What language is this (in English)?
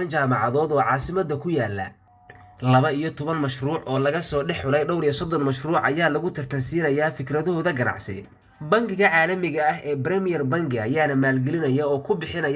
Somali